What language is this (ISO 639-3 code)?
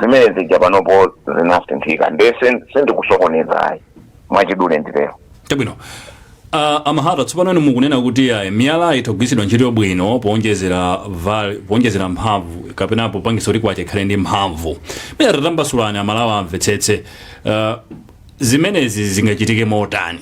nya